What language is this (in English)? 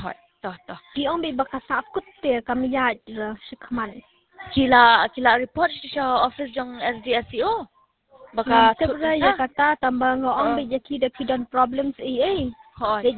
Khasi